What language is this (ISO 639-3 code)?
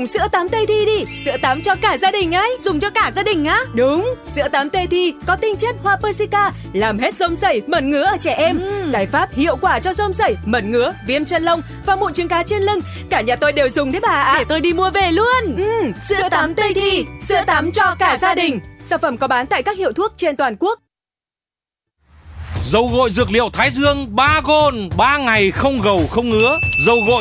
vie